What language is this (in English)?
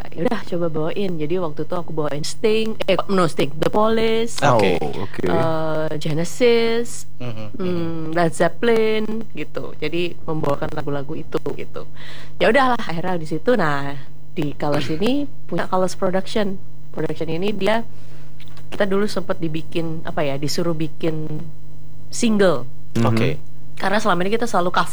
Indonesian